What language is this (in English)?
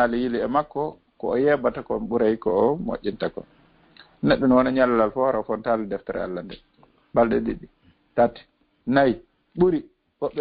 Fula